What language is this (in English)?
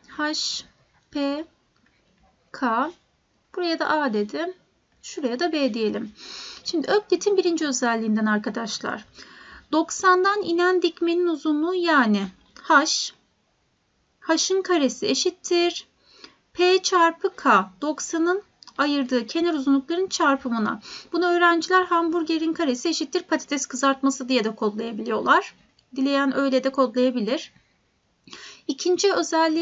Turkish